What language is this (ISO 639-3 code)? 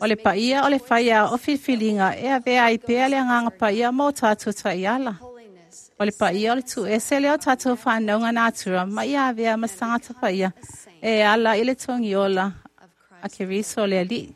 smo